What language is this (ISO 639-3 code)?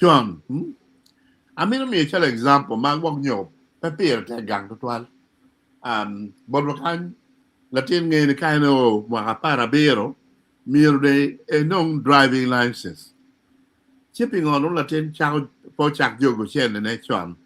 ach